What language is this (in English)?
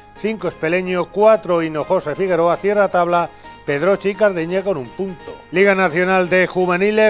Spanish